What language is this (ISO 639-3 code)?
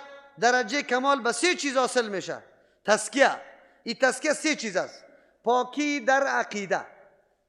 fas